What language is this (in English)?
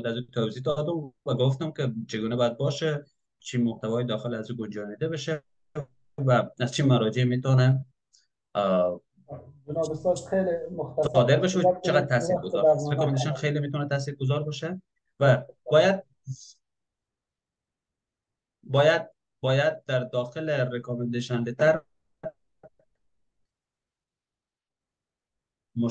Persian